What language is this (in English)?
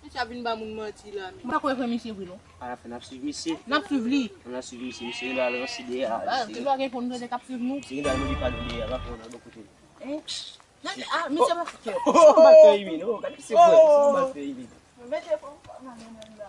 Haitian Creole